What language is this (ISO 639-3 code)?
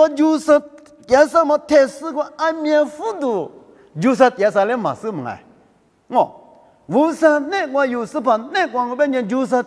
lis